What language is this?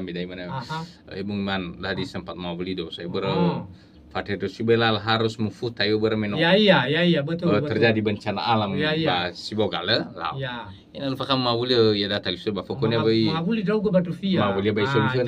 Nias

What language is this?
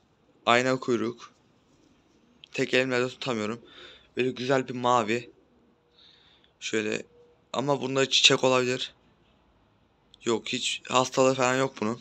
Turkish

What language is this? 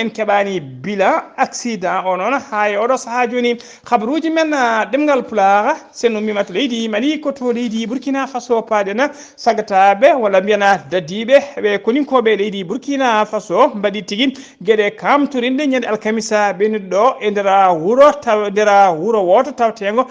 Fula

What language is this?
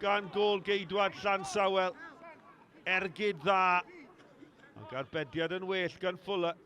Welsh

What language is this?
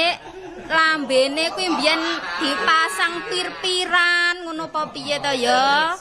Javanese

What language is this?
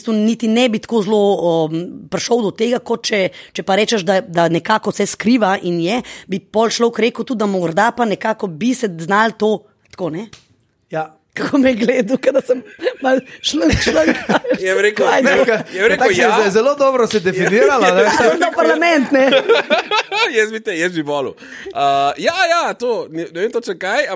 Slovenian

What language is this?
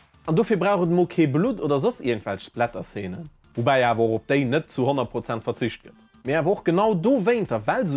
Luxembourgish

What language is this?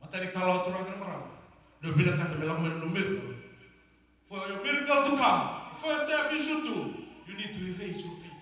Fijian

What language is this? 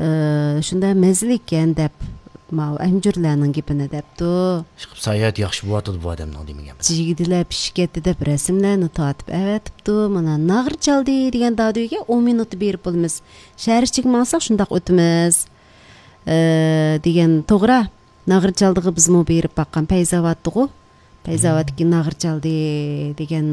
Uyghur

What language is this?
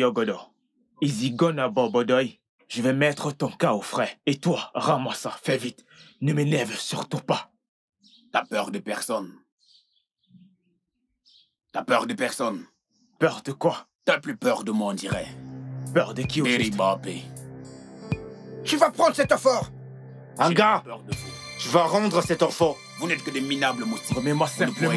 French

